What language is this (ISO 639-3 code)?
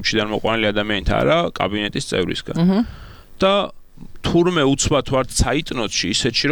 kat